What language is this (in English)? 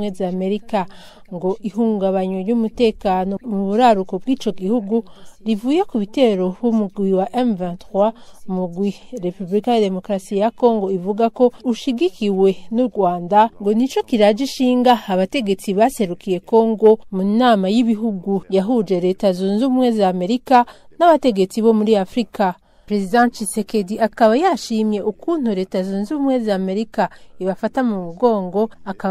Rundi